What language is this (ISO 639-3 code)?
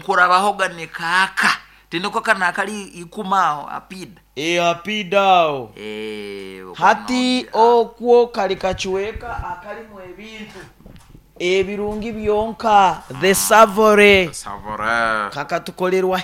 nyo